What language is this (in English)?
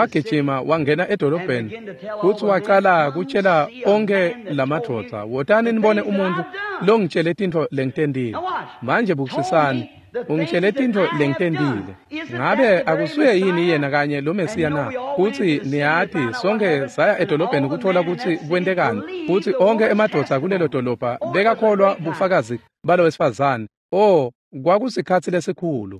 Swati